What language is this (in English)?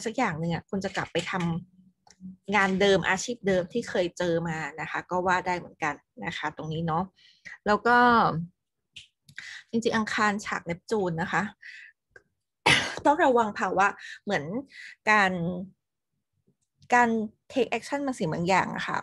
Thai